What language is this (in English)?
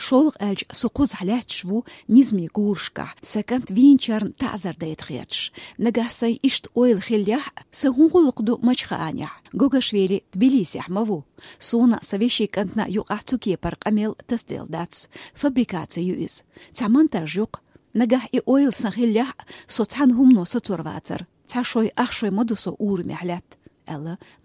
Chechen